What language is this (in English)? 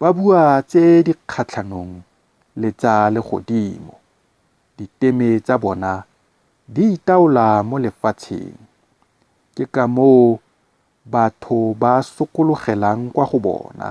Tswana